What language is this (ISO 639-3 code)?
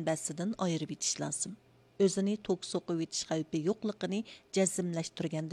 uig